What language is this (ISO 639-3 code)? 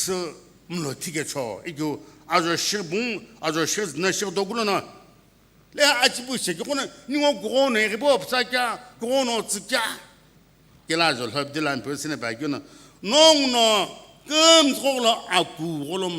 nsm